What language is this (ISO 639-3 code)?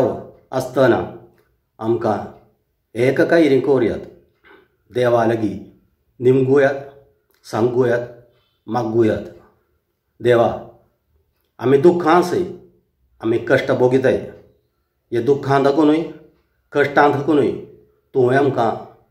kok